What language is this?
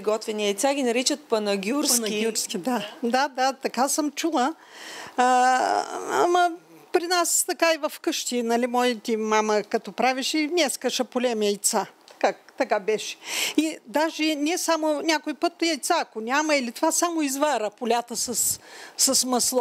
Bulgarian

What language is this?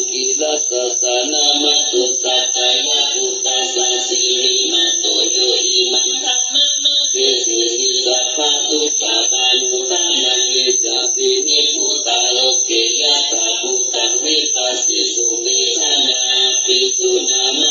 Pali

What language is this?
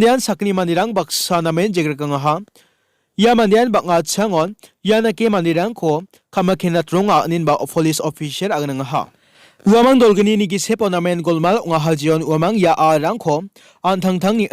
Garo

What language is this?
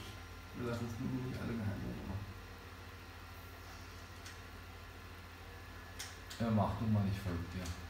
German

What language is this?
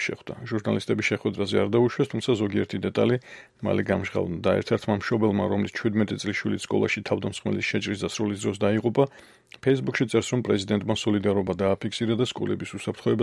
Georgian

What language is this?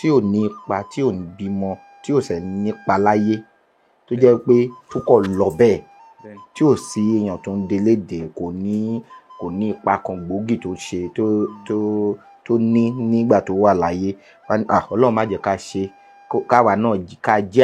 Yoruba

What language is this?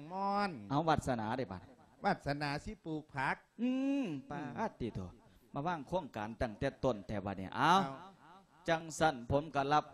Lao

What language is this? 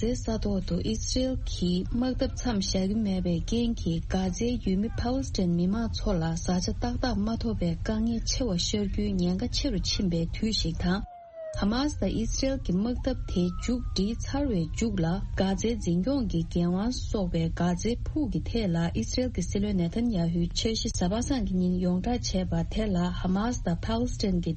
Tibetan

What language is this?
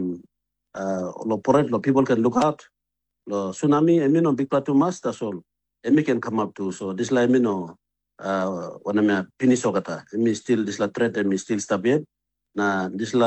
Tok Pisin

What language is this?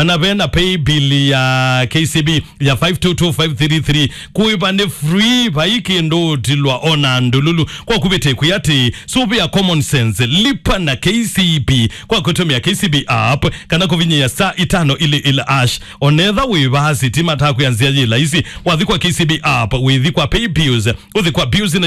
Kamba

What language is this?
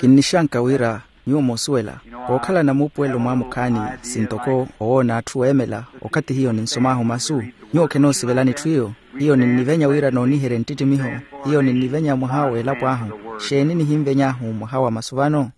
Makhuwa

